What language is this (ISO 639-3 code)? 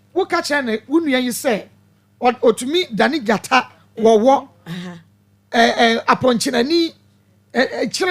aka